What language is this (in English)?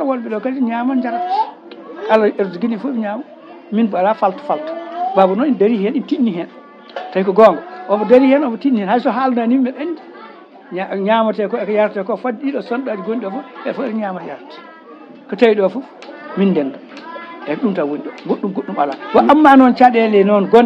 Fula